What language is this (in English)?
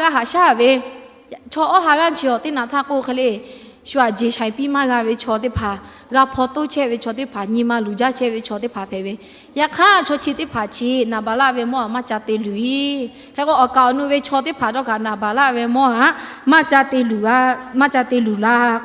Lahu